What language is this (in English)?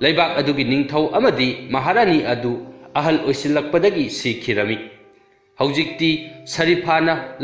Manipuri